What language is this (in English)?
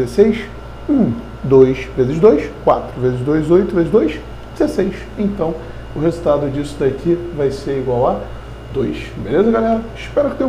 Portuguese